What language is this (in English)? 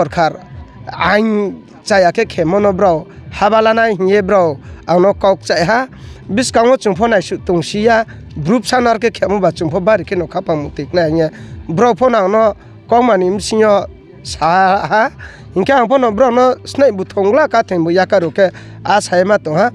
Riang (India)